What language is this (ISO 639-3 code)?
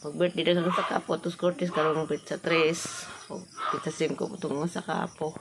ceb